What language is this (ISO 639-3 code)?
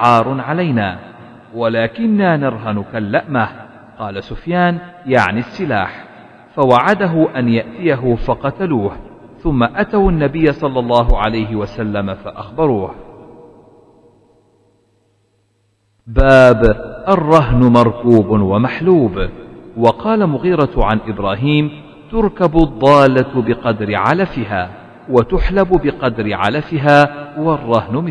ara